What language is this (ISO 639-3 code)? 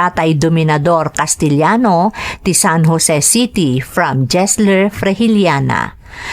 ilo